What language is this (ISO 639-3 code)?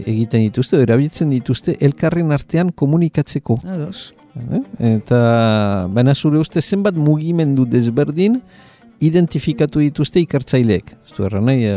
eus